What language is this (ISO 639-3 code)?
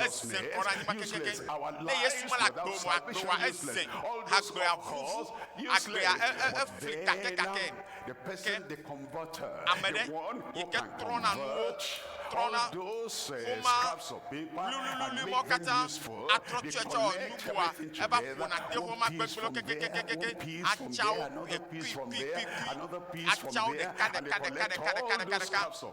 ewe